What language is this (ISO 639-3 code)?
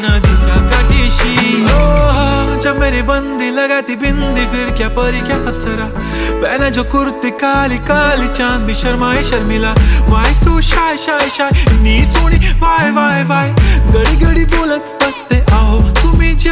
mar